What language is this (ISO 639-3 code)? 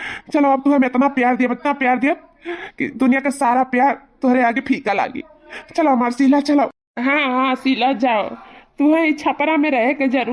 awa